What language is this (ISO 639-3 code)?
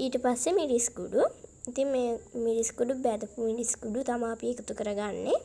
sin